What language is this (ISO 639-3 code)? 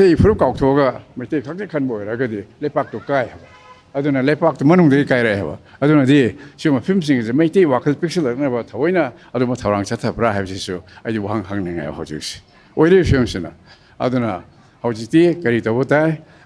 mni